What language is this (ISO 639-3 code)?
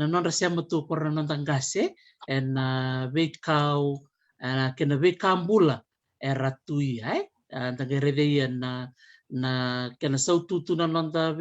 fij